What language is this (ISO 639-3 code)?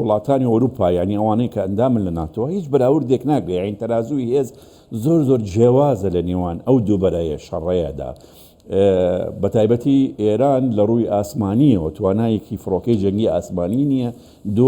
ckb